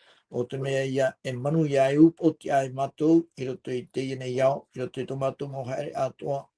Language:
Tahitian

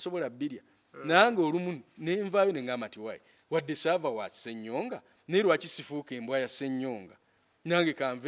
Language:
Ganda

